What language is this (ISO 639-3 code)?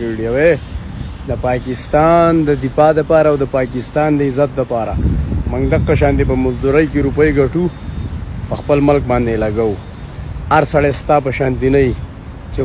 pus